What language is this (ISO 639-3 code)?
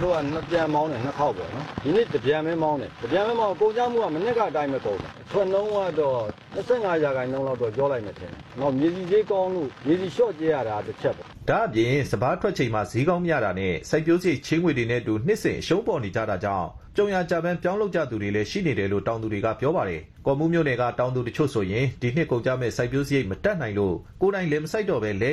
mya